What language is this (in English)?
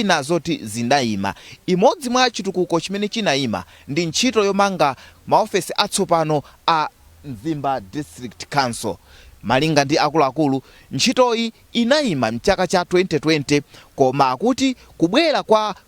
Nyanja